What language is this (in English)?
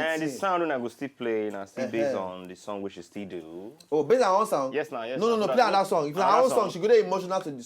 Nigerian Pidgin